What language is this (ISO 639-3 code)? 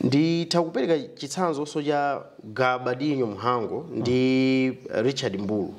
nya